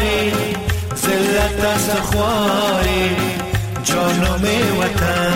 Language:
Persian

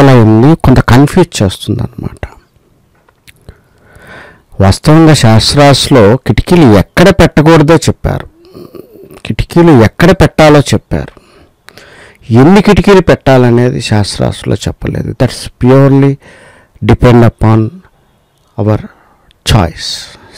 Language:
Telugu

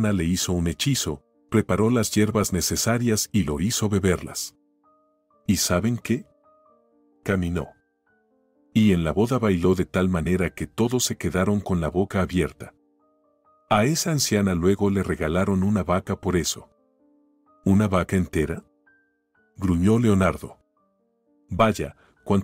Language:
Spanish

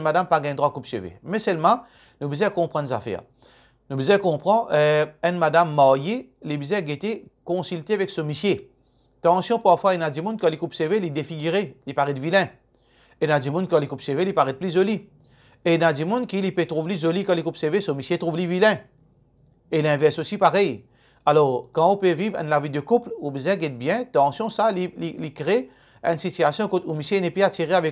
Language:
Morisyen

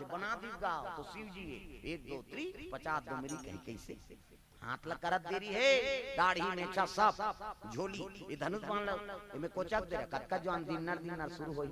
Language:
Chhattisgarhi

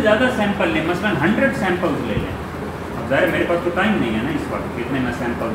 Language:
Hindi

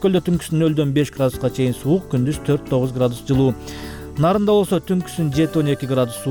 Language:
Kyrgyz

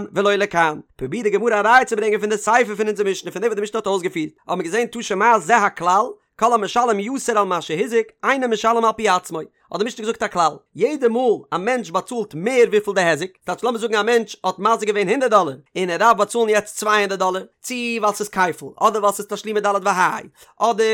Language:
Yiddish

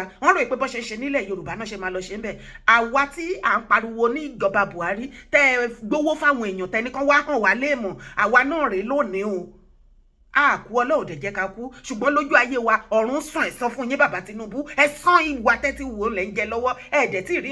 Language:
Yoruba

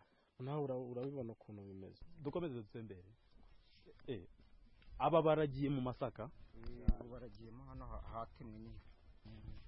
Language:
Kinyarwanda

